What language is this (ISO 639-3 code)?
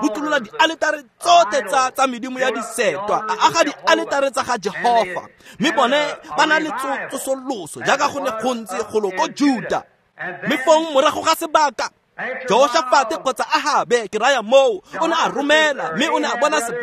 tsn